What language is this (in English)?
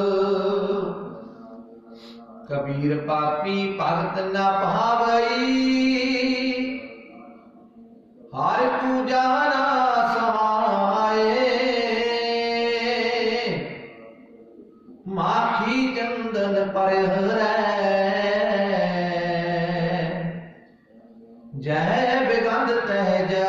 Punjabi